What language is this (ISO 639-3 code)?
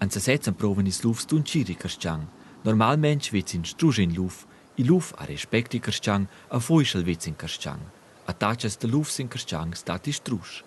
roh